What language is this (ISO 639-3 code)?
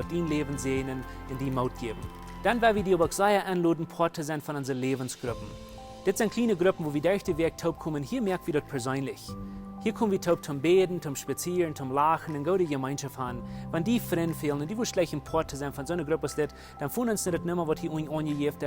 pdt